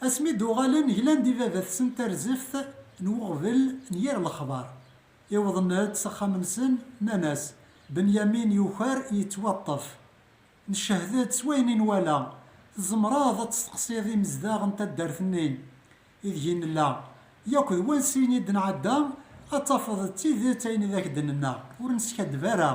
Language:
Kabyle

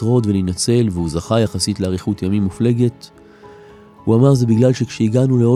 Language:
Hebrew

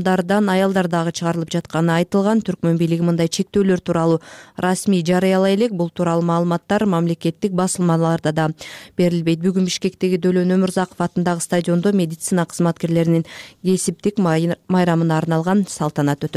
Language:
Kyrgyz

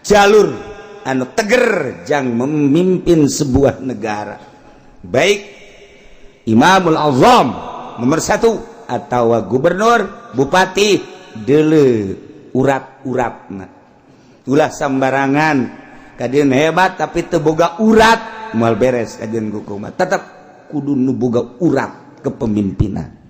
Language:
Sundanese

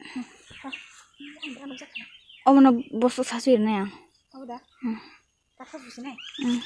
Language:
Kok Borok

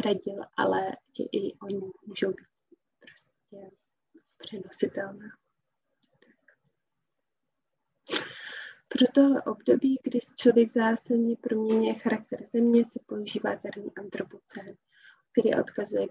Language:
Czech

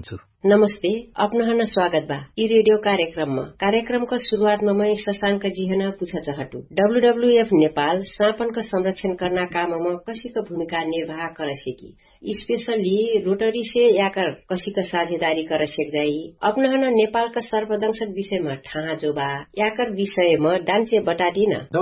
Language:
Dangaura Tharu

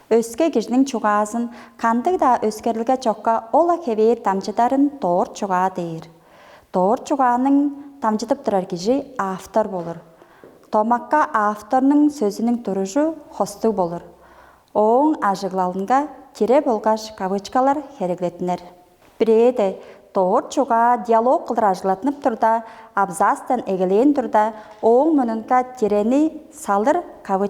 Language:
Tuvinian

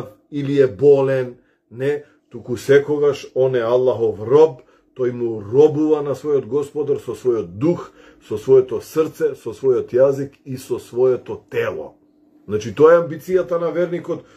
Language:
Macedonian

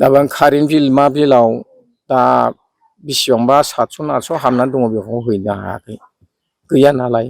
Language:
Bodo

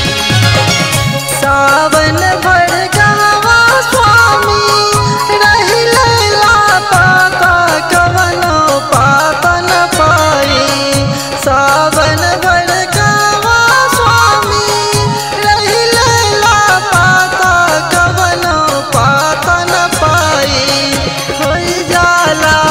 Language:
Bhojpuri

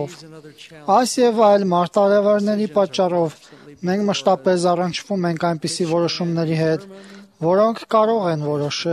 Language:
Armenian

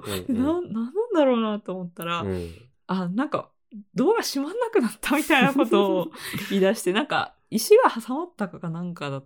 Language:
Japanese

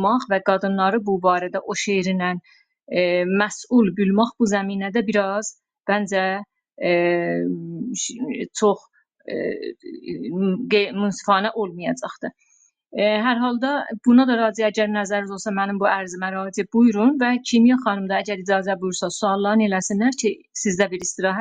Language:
South Azerbaijani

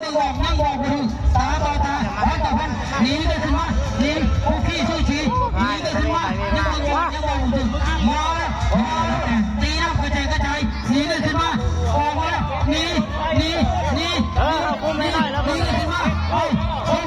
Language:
Lao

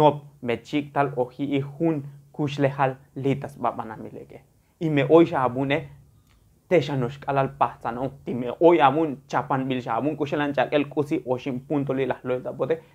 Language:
Tzotzil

